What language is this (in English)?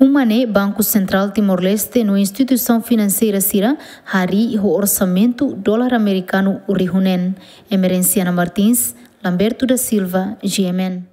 Tetum